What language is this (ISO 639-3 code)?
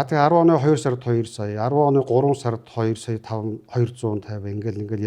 mon